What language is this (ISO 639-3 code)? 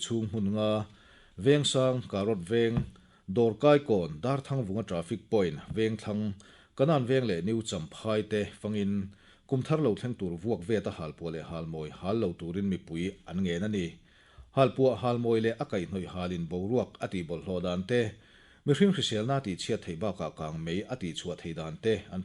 lus